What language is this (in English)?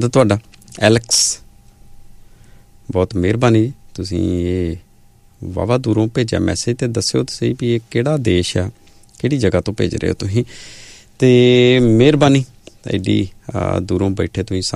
Punjabi